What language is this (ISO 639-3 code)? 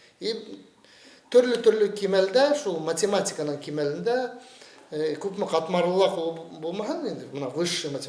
bak